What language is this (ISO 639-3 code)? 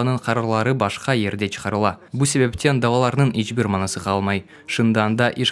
crh